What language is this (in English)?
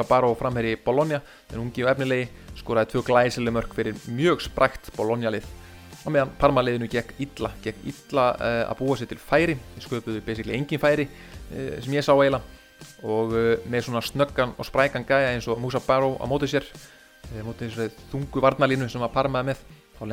Icelandic